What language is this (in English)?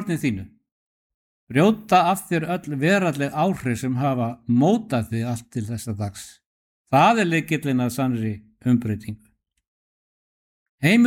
Icelandic